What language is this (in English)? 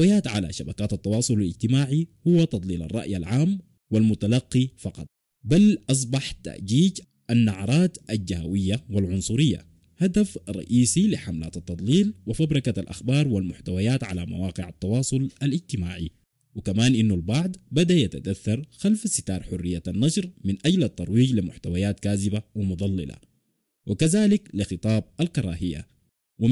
Sudanese Arabic